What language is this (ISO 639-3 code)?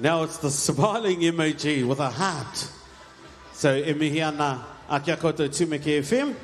mri